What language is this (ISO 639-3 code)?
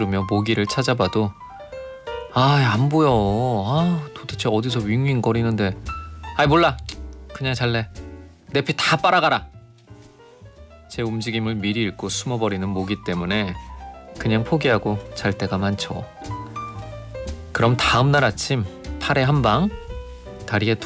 kor